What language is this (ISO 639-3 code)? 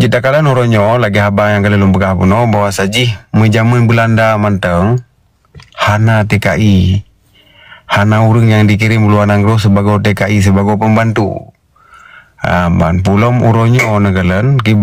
ace